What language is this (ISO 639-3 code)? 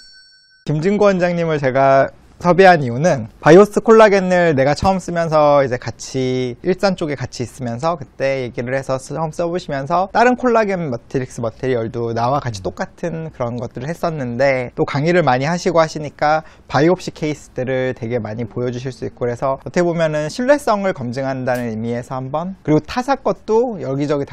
kor